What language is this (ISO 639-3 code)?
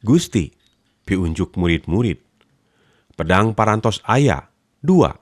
sun